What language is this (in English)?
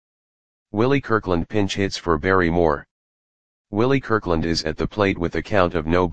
English